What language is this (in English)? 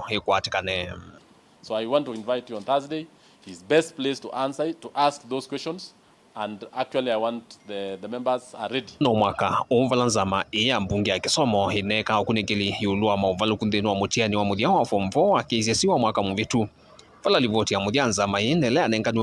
Kamba